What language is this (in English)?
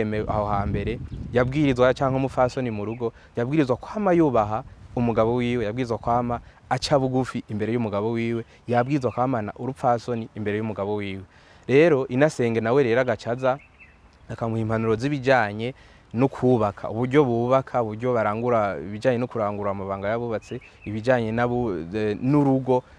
Rundi